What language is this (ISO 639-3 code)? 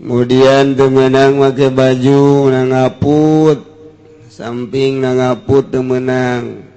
sun